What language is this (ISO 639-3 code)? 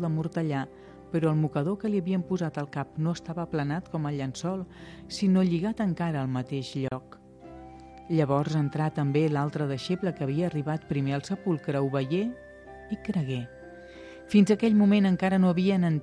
cat